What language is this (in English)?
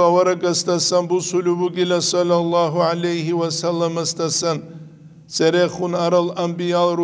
Avaric